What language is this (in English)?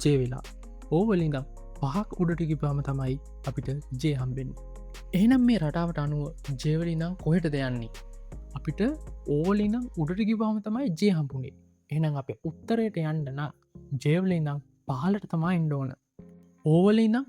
Sinhala